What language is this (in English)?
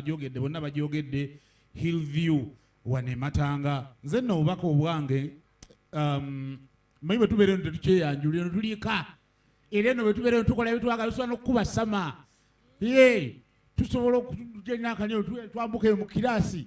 Ganda